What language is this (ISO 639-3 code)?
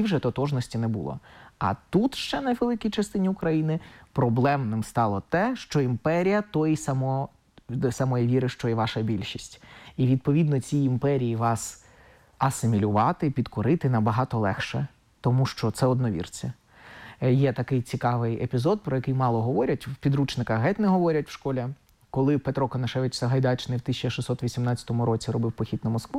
ukr